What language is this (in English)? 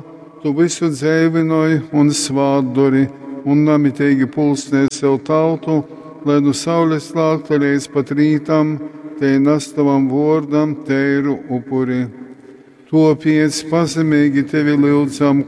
Latgalian